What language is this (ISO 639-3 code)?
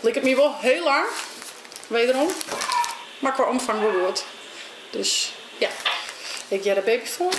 fry